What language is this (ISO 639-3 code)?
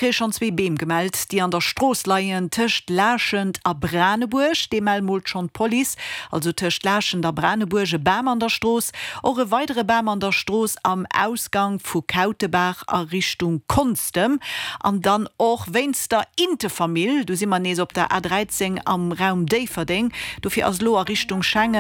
ltz